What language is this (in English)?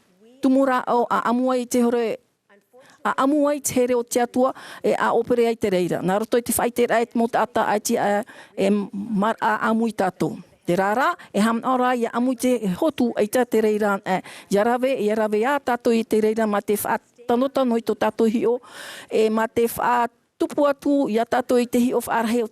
Tahitian